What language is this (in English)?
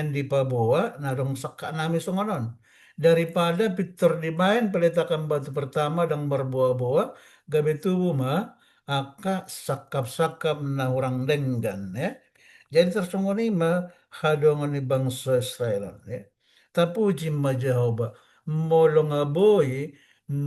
Batak Toba